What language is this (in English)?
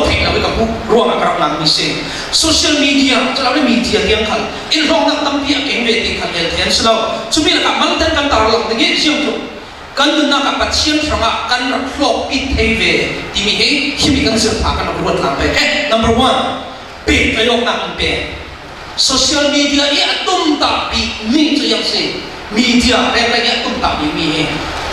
Falam Chin